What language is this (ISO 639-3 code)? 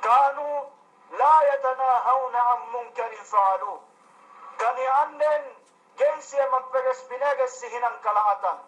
yka